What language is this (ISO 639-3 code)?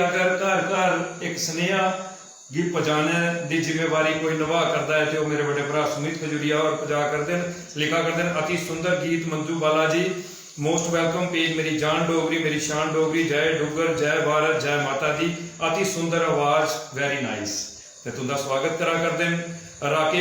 doi